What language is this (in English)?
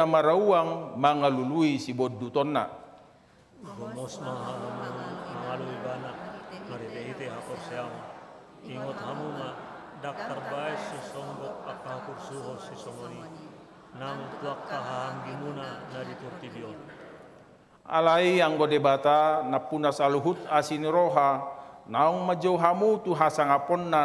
Batak Toba